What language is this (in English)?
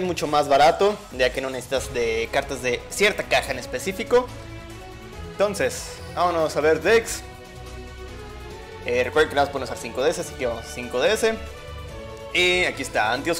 Spanish